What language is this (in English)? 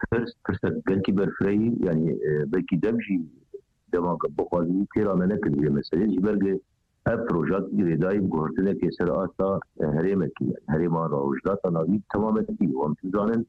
Kurdish